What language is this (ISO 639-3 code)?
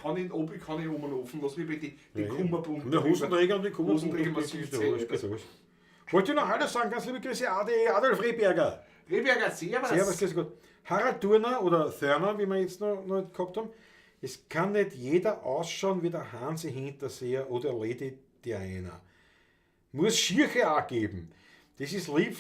bar